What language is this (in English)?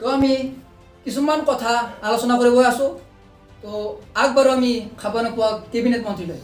Assamese